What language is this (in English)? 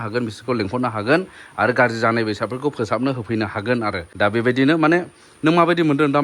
Bodo